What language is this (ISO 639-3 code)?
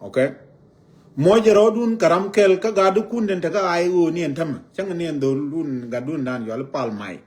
nus